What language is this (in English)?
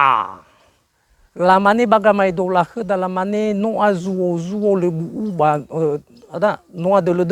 Nias